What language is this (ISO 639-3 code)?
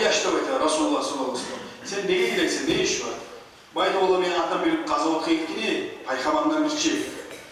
kum